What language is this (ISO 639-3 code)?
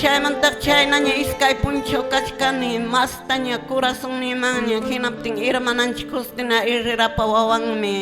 que